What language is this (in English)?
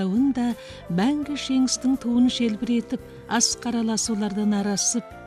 Kazakh